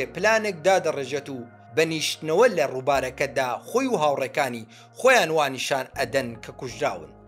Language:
Central Kurdish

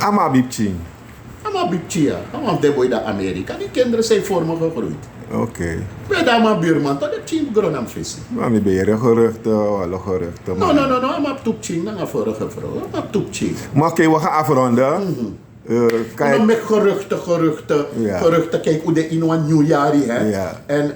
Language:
Sranan Tongo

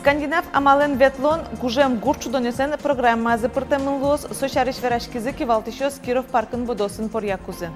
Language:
Udmurt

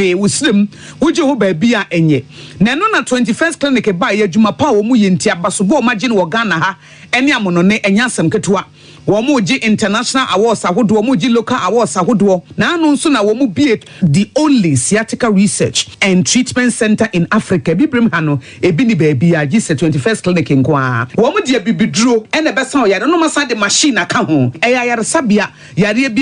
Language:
Akan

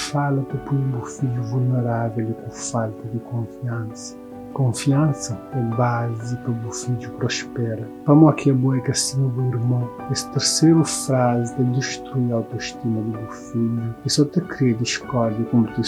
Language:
Kabuverdianu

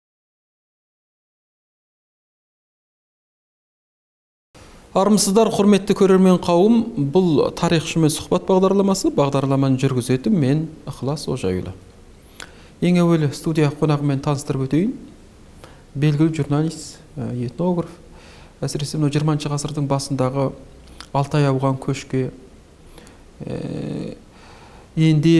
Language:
Kazakh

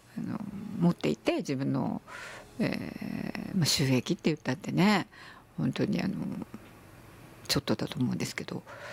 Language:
Japanese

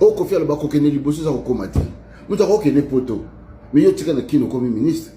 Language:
Lingala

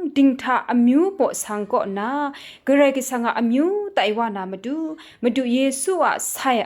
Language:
Kachin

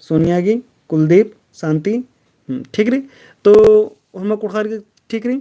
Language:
Kurukh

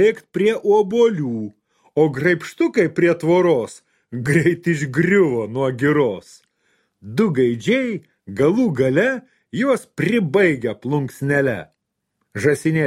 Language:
Lithuanian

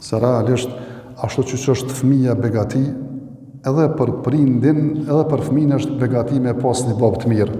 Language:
Albanian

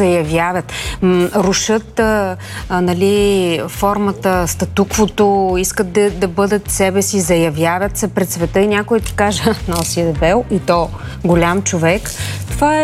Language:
Bulgarian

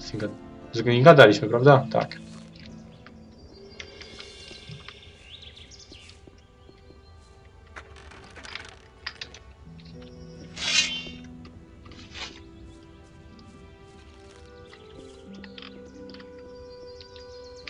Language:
Polish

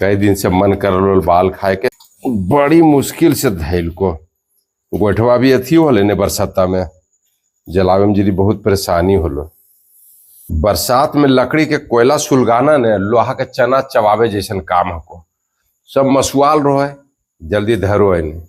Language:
Magahi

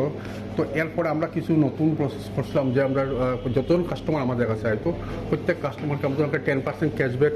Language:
Sylheti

